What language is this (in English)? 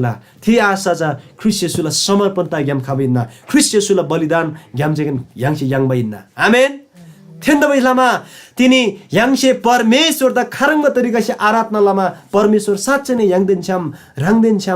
Eastern Tamang